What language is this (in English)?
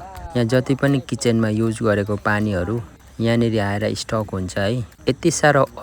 Nepali